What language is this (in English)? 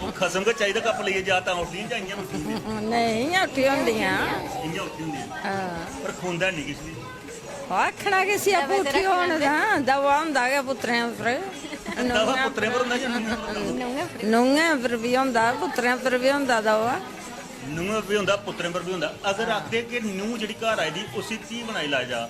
Dogri